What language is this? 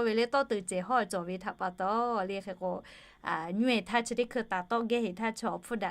Lahu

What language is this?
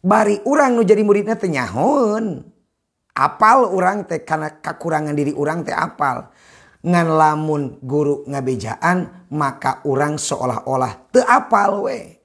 Sundanese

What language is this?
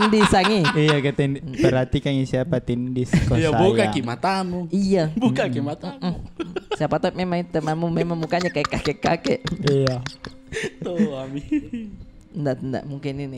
Makassar Malay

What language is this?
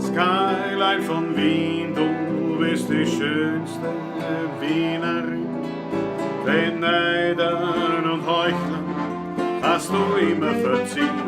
Bavarian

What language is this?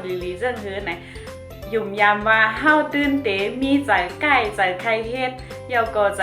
Shan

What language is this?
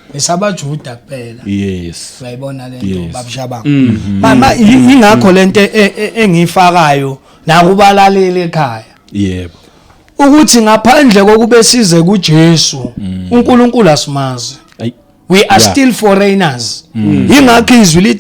Zulu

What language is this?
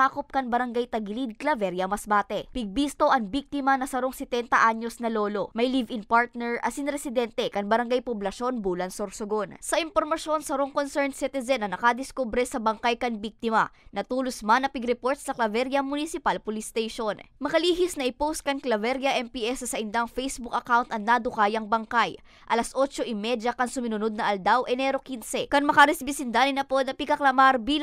Bikol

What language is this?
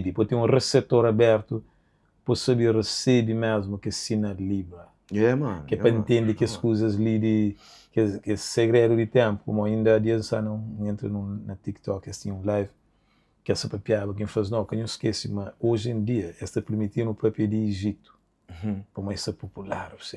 Kabuverdianu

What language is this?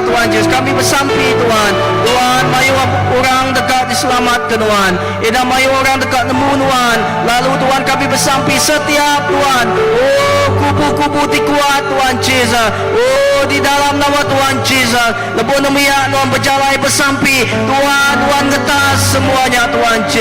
Iban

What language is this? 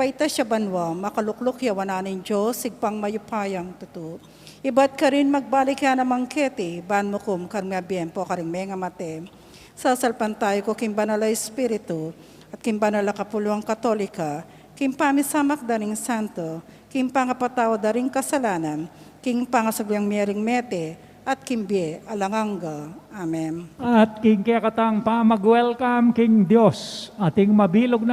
Pampanga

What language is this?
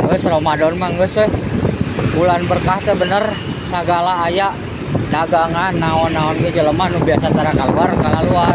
Sundanese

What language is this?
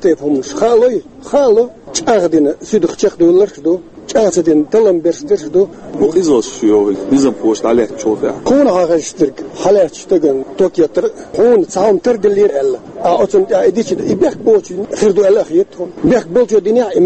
Chechen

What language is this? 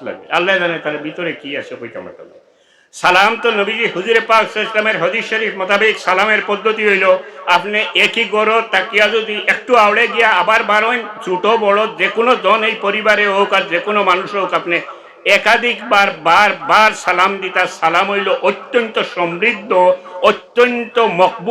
Sylheti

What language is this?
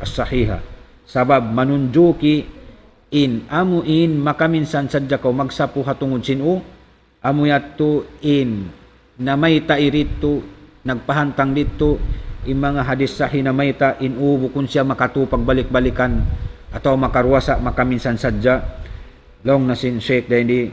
Tausug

